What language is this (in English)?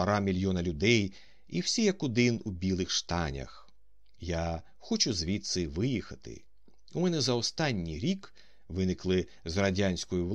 Ukrainian